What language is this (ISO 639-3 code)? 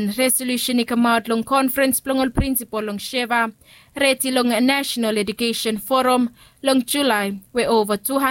bis